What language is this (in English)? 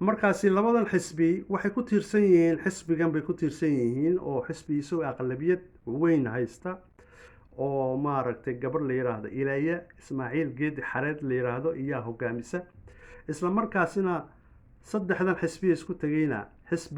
Somali